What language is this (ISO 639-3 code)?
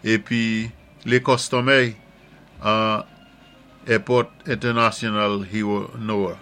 acf